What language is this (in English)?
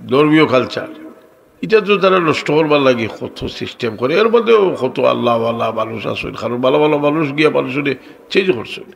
Sylheti